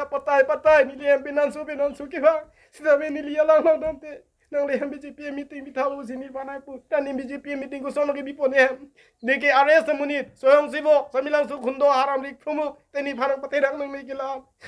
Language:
Karbi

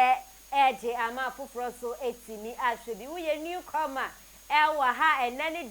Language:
Akan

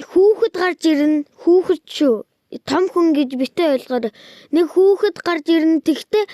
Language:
Mongolian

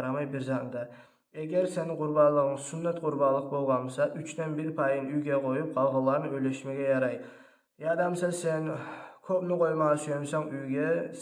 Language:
Kumyk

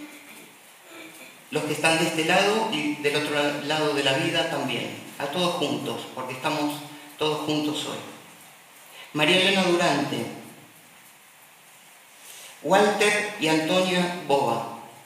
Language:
Spanish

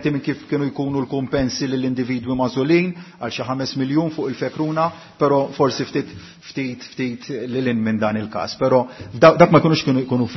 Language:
Maltese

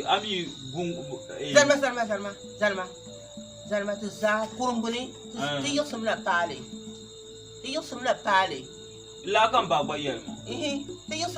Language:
Dagbani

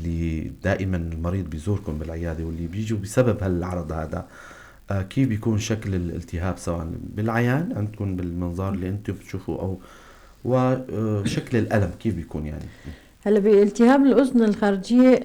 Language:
North Levantine Arabic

